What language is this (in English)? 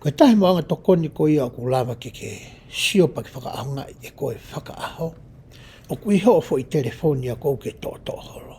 Tongan